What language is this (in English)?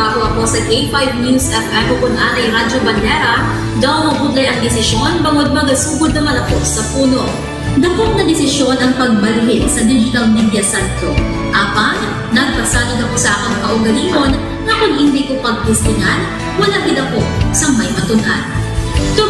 Hiligaynon